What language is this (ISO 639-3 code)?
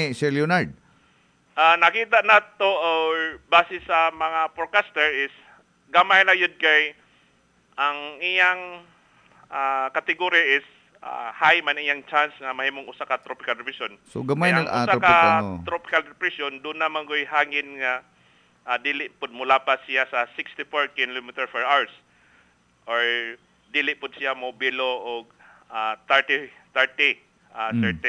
ceb